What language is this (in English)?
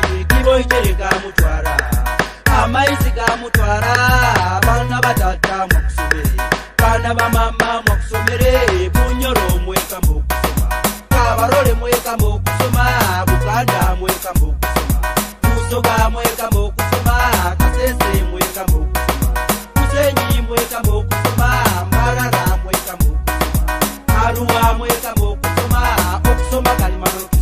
Nyoro